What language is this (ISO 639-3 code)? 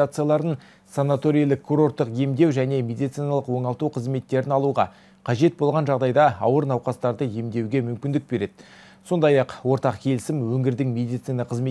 kaz